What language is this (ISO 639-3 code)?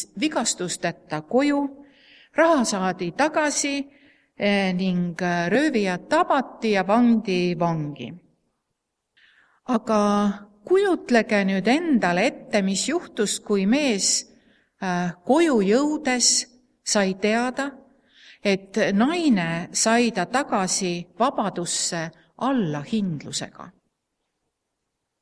est